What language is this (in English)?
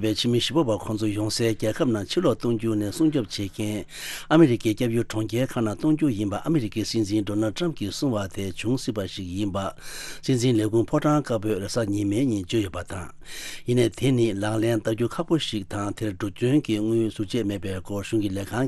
Tibetan